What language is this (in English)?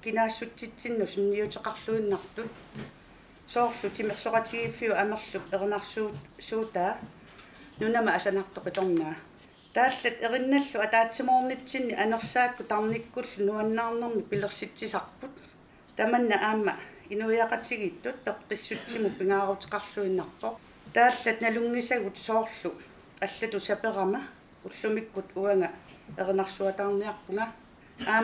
Kalaallisut